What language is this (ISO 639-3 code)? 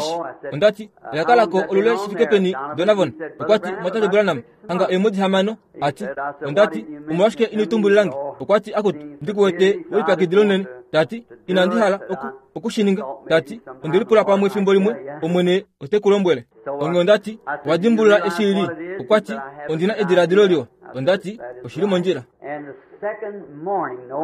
kua